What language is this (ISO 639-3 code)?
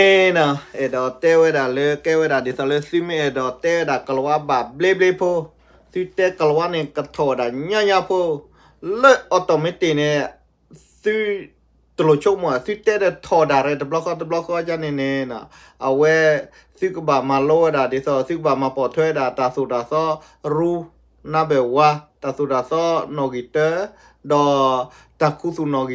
ksw